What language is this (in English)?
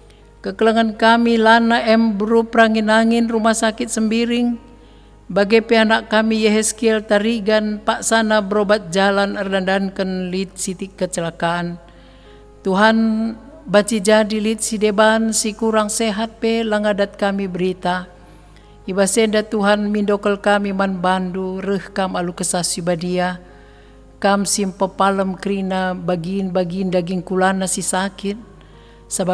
Batak Karo